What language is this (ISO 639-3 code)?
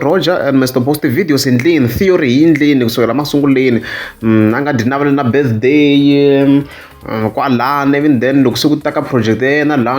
tso